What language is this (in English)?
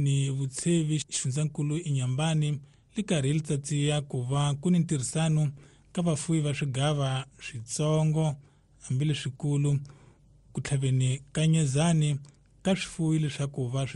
Tsonga